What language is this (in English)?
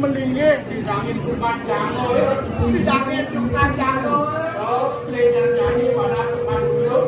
Balinese